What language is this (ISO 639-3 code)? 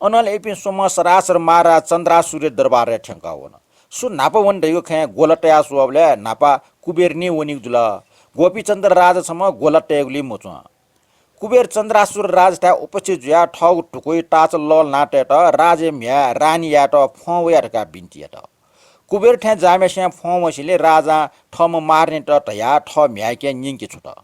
new